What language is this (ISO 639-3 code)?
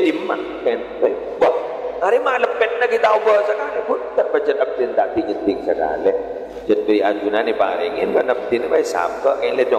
mad